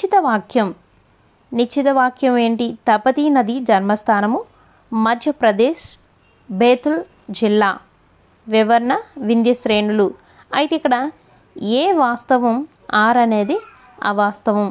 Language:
Telugu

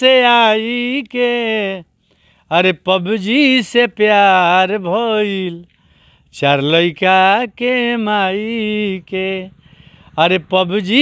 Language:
Bhojpuri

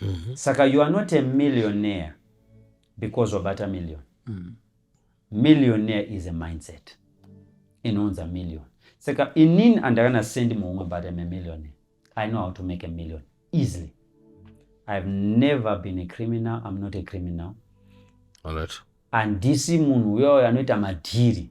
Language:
Shona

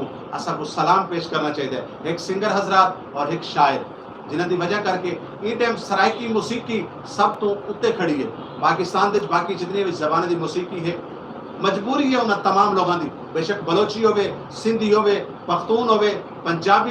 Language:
Saraiki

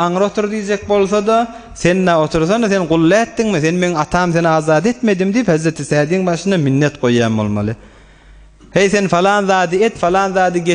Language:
Turkmen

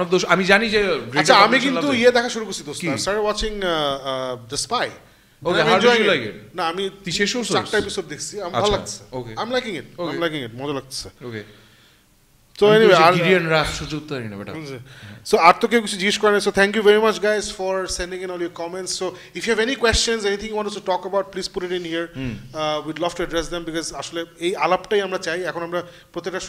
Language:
Bangla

